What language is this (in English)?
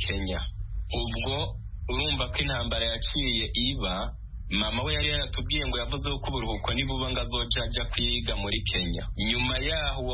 Kinyarwanda